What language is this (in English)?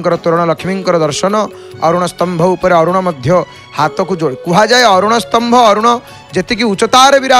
Odia